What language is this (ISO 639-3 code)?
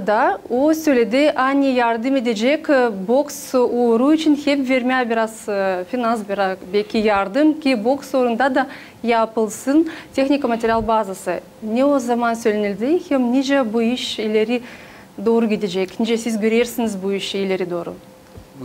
gag